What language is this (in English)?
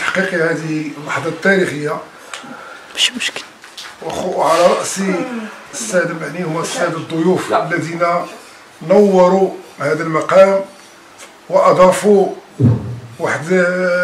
Moroccan Arabic